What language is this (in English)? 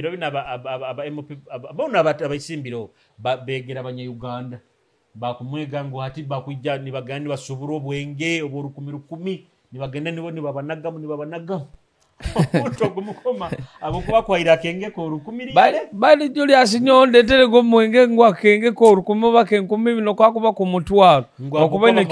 Nyoro